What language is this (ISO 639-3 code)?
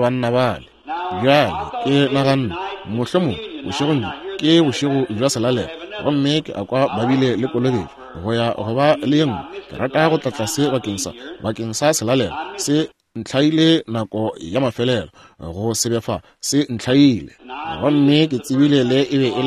nso